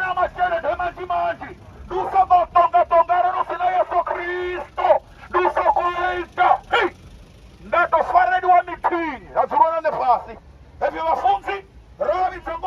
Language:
Venda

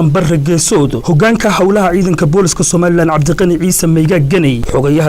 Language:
Somali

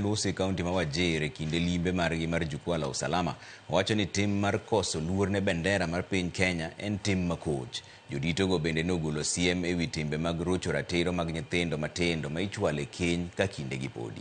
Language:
Luo (Kenya and Tanzania)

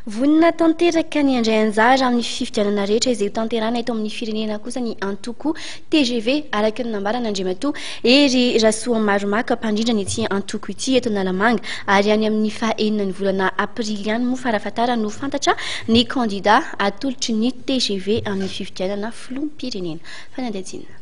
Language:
Malagasy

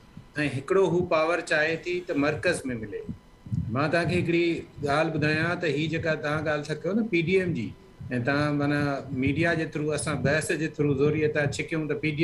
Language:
Sindhi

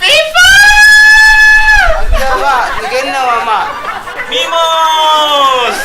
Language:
Makassar Malay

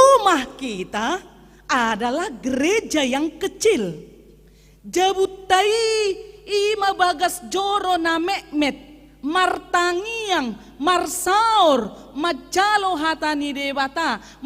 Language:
Batak Toba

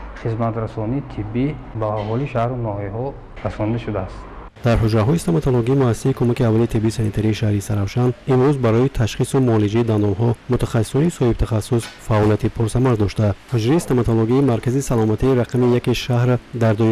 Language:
Tajik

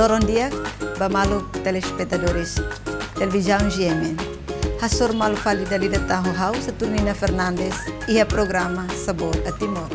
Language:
Tetum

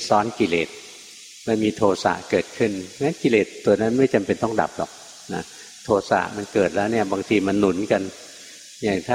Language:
Thai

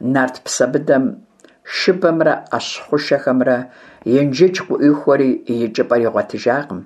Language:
Kabardian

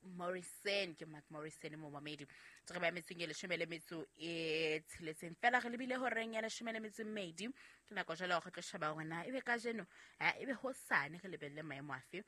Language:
Southern Sotho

